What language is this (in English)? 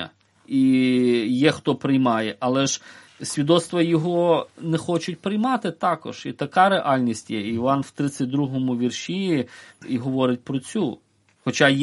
Ukrainian